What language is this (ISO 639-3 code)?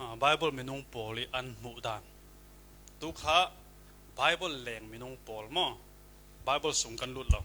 cfm